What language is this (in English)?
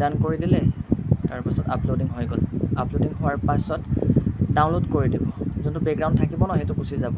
Assamese